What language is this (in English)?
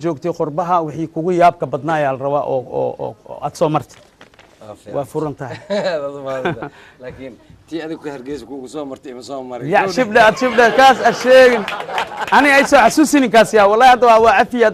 Somali